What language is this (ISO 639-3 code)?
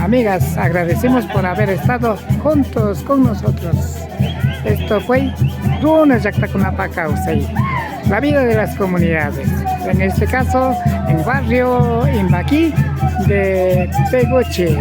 qvi